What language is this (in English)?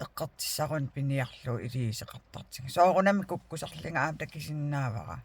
Kalaallisut